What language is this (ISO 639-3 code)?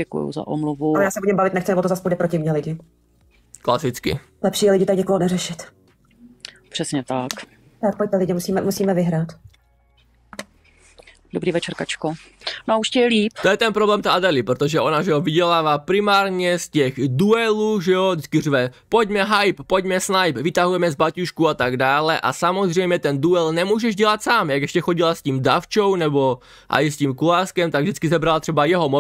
ces